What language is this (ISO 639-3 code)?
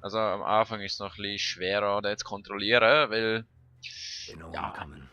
gsw